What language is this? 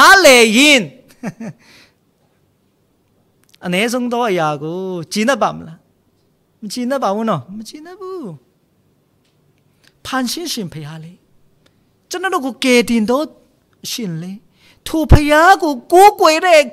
Burmese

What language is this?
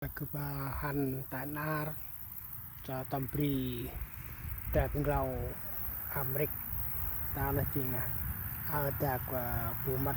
Central Mnong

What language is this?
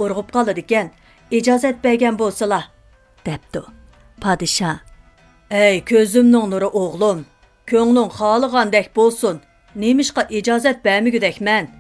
Uyghur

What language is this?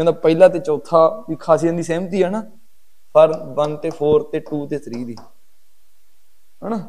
Punjabi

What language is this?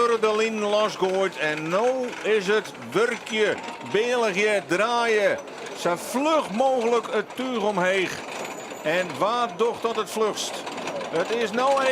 Western Frisian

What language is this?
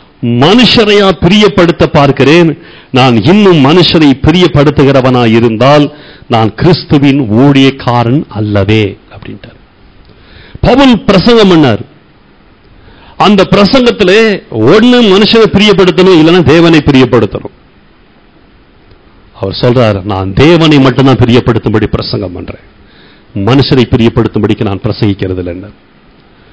Tamil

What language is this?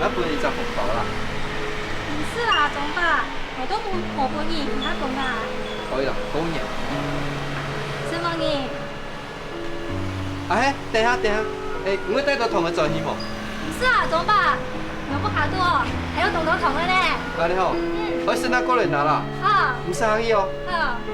Hakka Chinese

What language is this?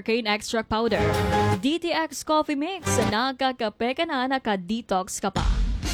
Filipino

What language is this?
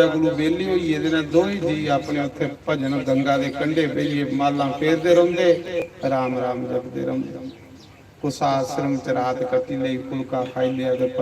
Dogri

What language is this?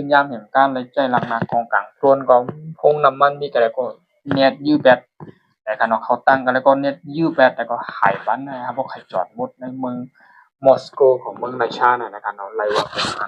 Shan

